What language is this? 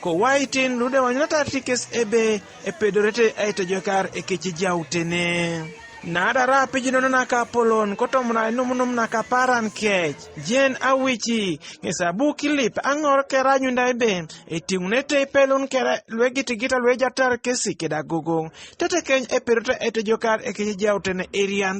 Teso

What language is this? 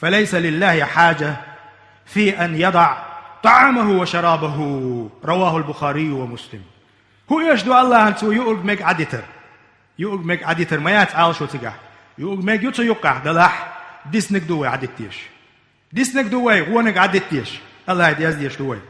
Chechen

